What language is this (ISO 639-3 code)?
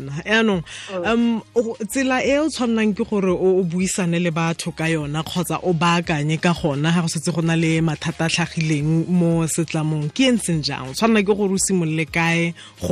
tsn